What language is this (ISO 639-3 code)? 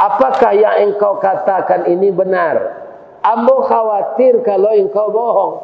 min